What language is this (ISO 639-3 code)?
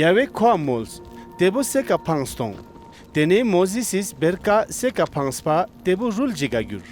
lbj